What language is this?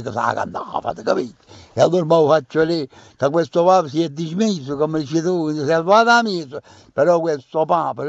Neapolitan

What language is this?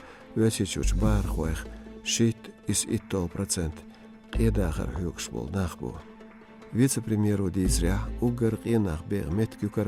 Chechen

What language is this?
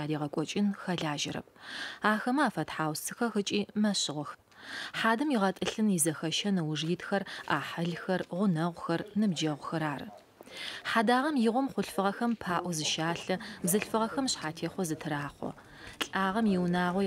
Adyghe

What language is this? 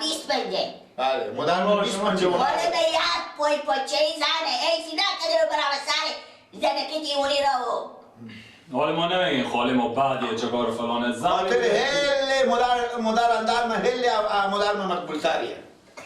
Persian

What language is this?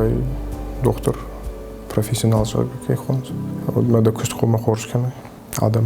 Ossetic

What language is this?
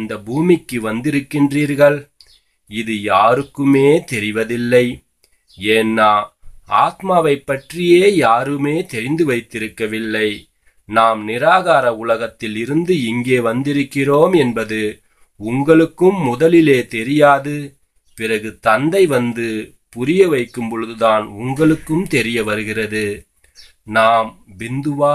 Tamil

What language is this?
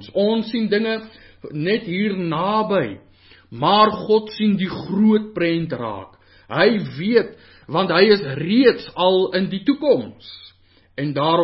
Afrikaans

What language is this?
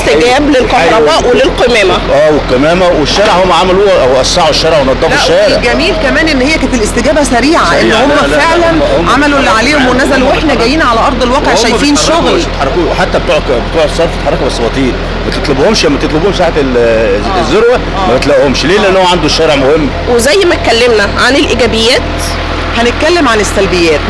Egyptian Arabic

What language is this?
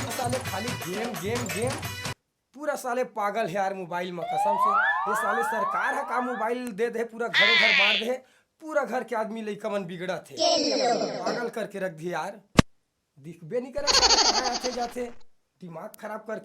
Chhattisgarhi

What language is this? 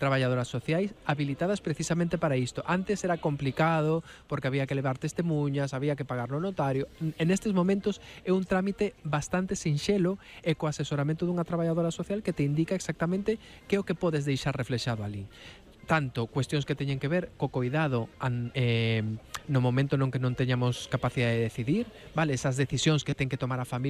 Galician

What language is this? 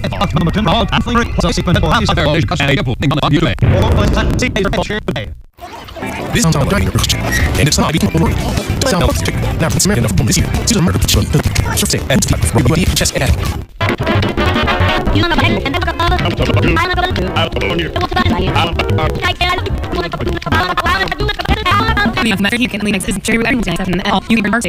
English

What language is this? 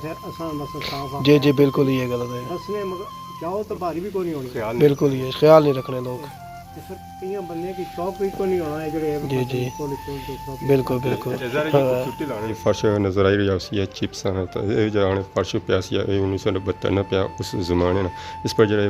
Pahari-Potwari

